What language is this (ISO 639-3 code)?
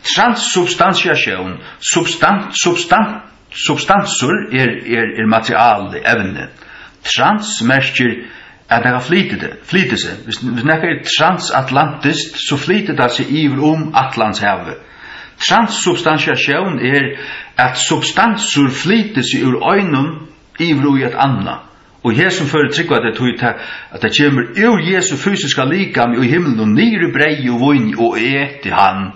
fao